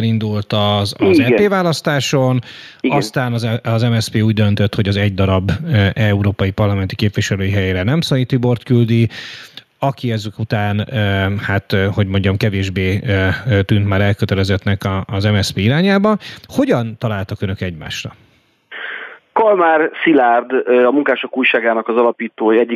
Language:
Hungarian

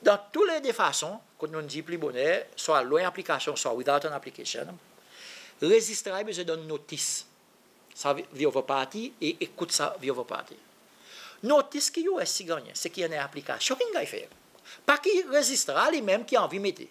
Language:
Seselwa Creole French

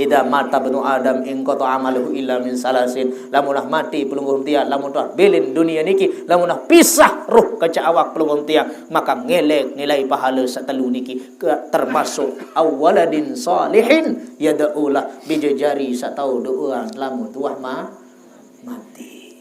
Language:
Sasak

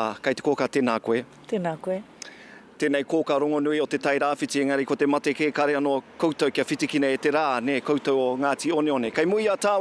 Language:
Māori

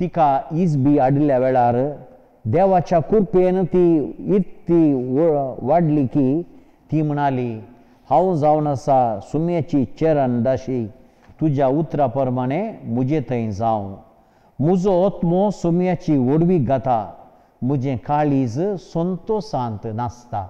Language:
Konkani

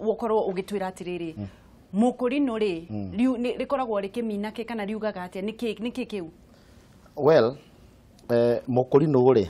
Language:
Kikuyu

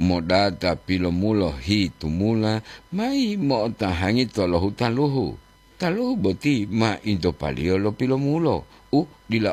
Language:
Gorontalo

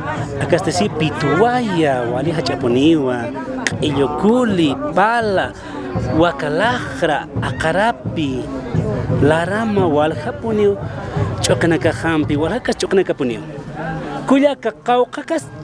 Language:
Aymara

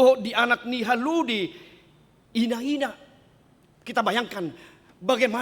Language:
Batak Toba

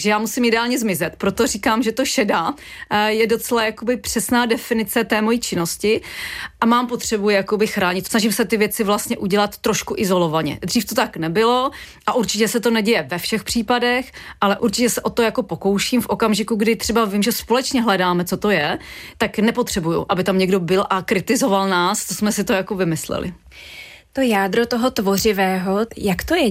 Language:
Czech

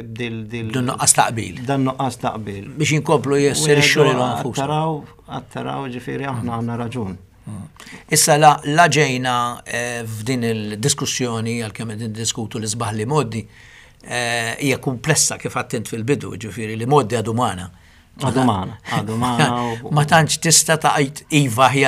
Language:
Maltese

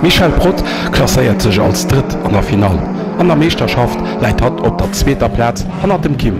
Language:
Luxembourgish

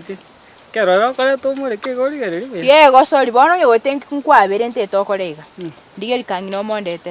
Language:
Gusii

